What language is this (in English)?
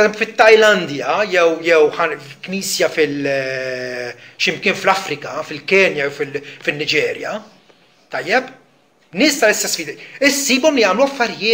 Maltese